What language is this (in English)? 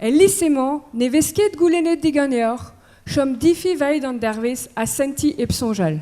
Breton